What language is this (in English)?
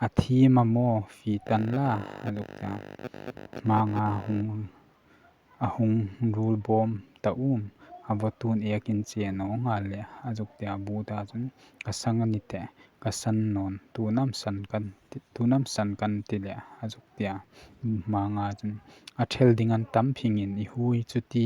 Hmar